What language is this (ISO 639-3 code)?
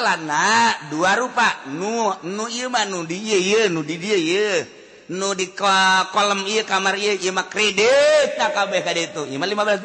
sun